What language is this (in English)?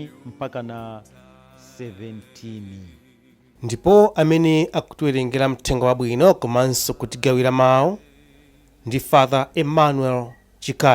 Nyanja